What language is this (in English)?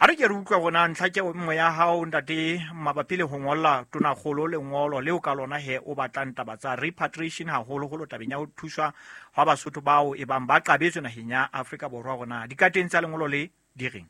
Southern Sotho